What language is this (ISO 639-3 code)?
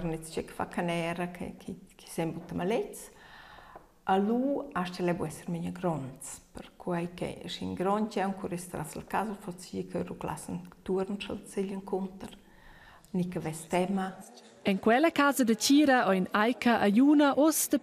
roh